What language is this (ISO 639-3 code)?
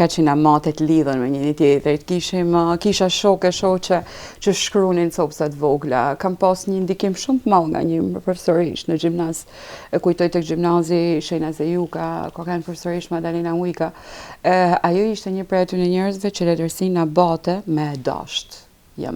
sqi